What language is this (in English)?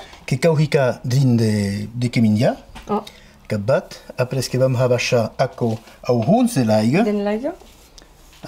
Occitan